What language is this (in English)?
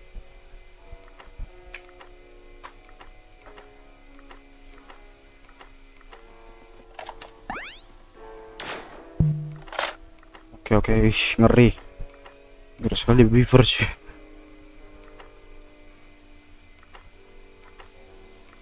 Indonesian